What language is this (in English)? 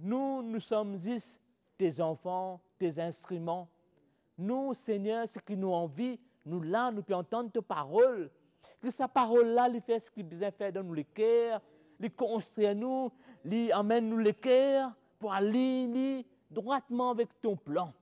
Morisyen